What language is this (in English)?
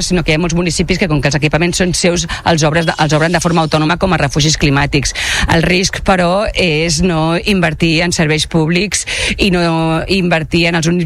Catalan